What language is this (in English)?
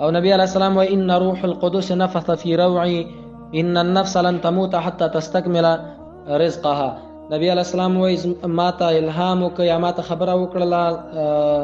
Pashto